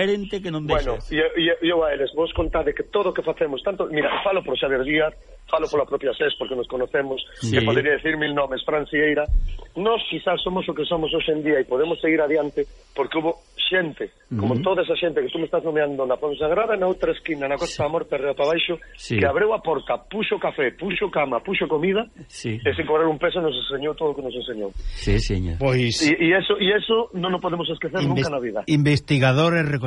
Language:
Galician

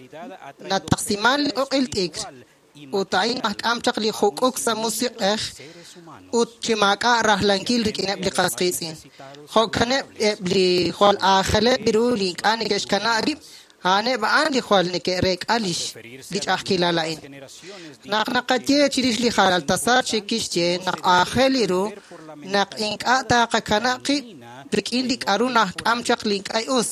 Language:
Kekchí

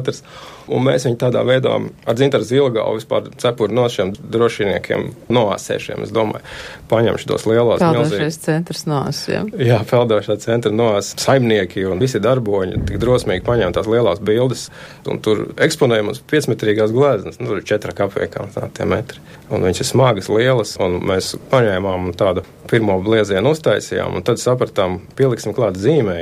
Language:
Latvian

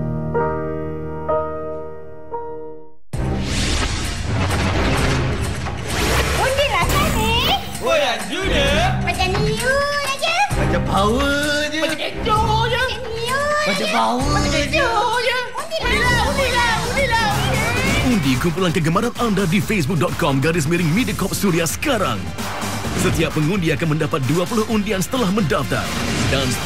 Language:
Malay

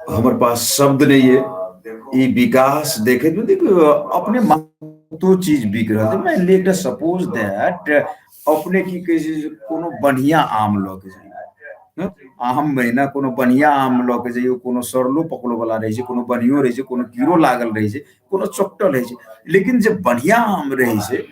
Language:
Maithili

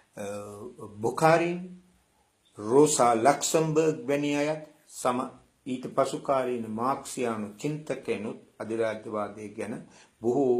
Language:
Sinhala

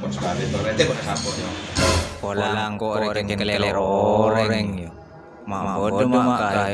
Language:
Madurese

